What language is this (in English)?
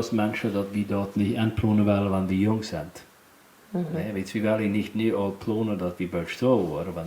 Plautdietsch